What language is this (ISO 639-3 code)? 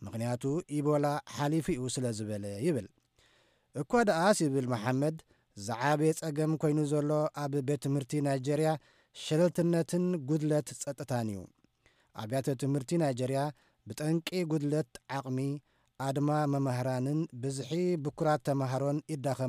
tir